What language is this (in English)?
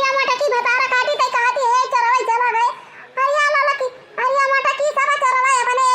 Awadhi